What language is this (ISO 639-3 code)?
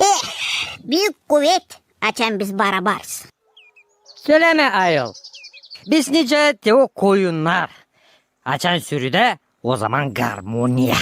gag